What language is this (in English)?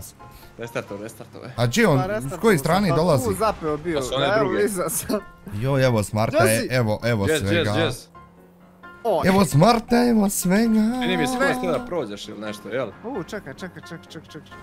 Bosnian